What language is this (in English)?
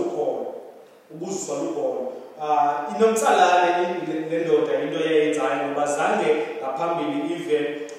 Xhosa